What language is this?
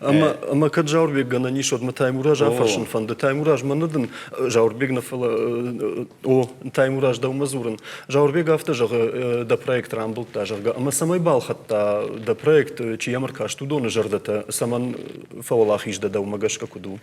Ossetic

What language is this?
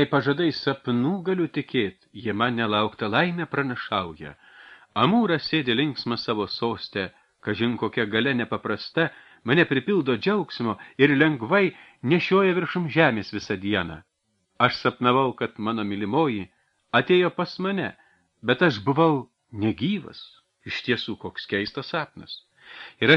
Lithuanian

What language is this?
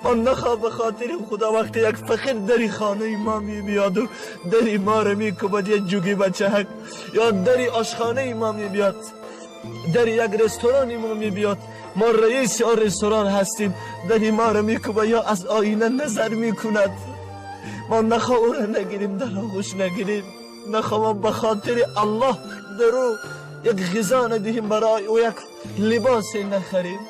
Tajik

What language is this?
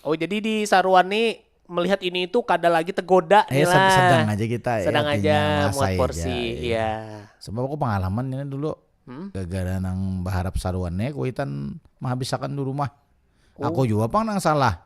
Banjar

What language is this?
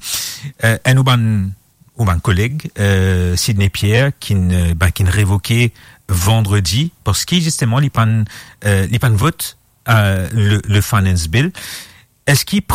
Morisyen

